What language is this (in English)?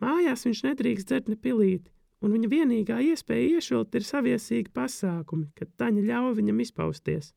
Latvian